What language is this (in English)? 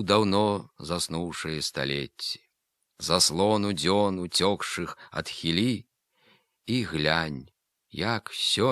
Belarusian